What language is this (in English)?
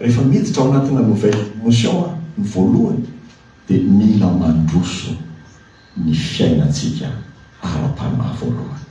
Malagasy